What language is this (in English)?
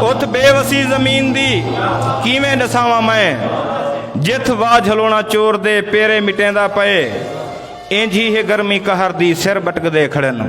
Saraiki